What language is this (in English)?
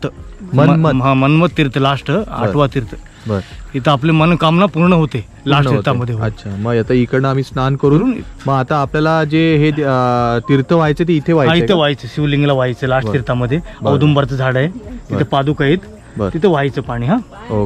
Marathi